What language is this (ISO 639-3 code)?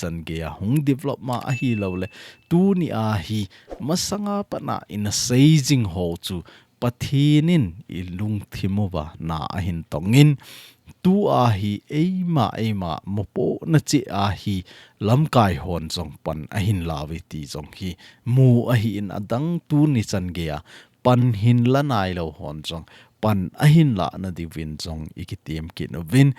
tcz